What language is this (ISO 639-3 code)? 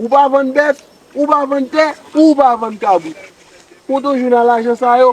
hat